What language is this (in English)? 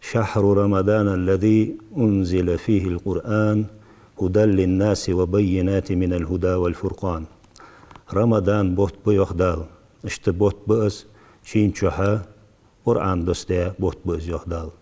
Ingush